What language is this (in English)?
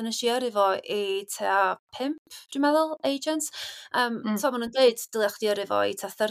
Welsh